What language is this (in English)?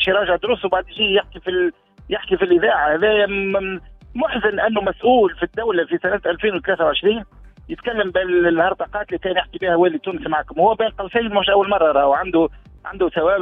Tunisian Arabic